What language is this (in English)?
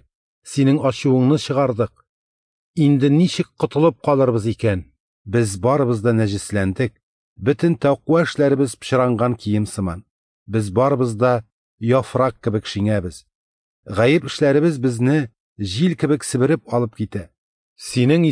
Tatar